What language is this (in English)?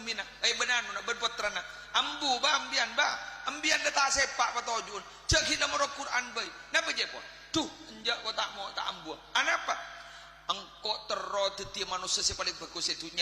Madurese